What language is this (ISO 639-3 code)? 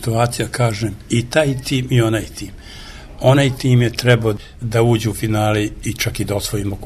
srp